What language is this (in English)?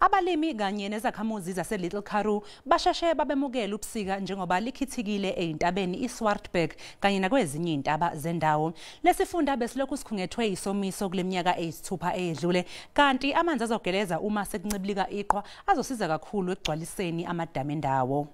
Zulu